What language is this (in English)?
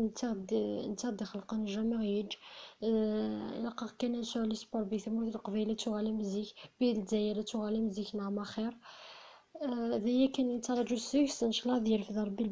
Kabyle